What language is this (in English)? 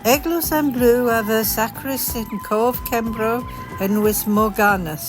Cornish